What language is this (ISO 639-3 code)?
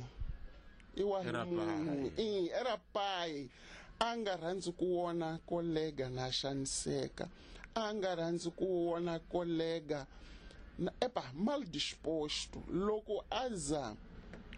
tso